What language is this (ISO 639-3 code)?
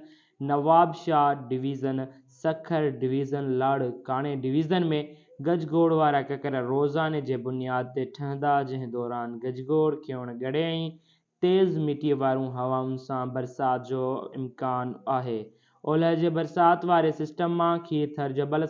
snd